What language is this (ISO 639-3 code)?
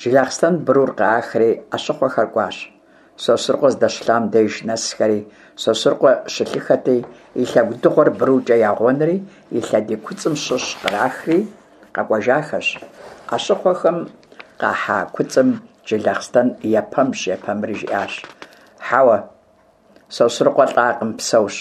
kbd